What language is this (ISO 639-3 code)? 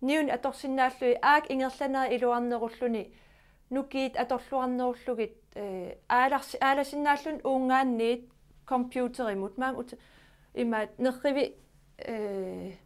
kal